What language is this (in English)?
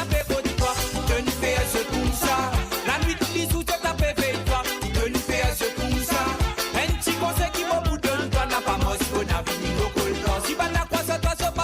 Morisyen